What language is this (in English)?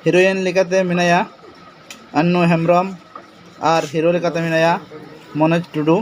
Santali